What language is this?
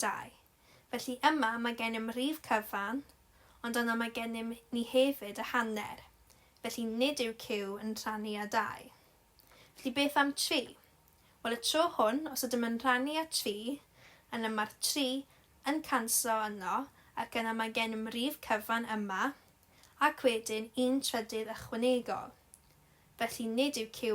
Welsh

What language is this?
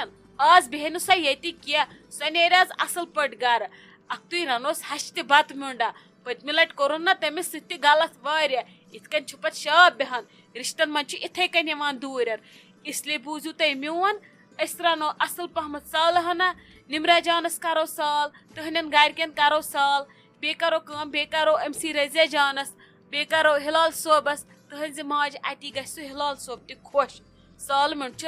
Kashmiri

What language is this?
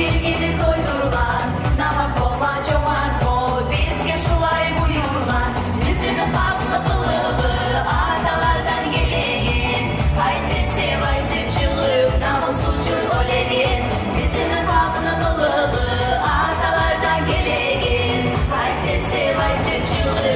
Kumyk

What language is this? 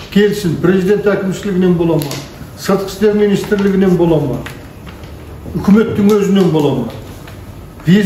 Kazakh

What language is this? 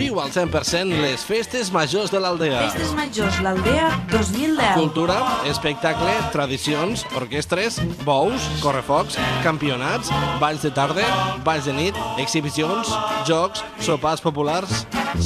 Catalan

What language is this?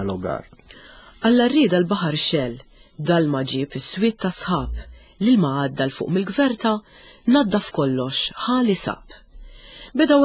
Maltese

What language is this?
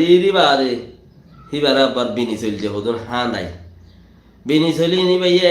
Rohingya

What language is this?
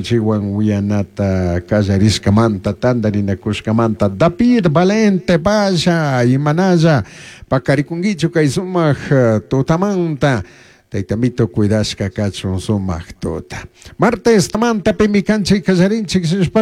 Chimborazo Highland Quichua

